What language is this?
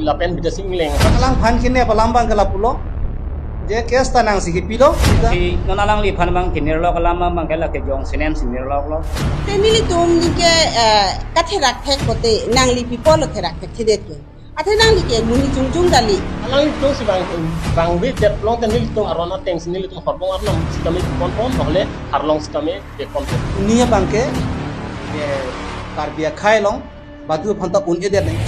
Karbi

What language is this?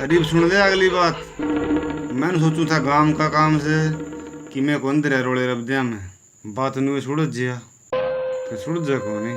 Haryanvi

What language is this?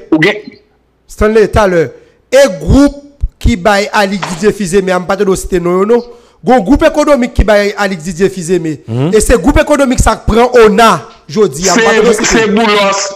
Haitian Creole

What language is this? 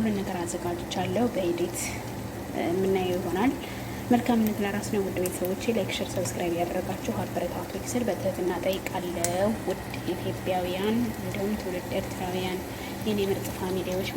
Amharic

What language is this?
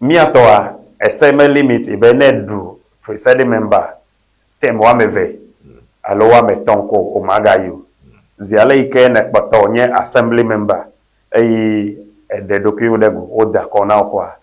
Ewe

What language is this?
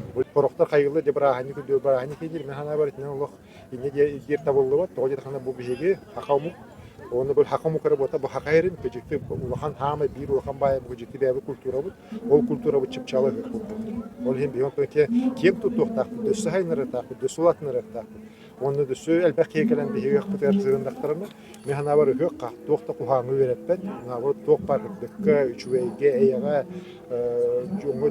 Yakut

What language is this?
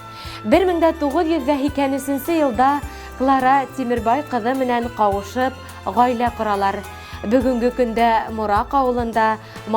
Bashkir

